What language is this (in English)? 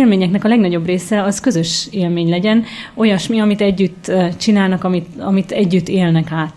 Hungarian